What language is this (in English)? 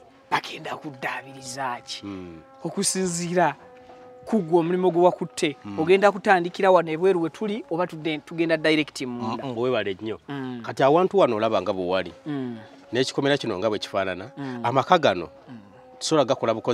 Ganda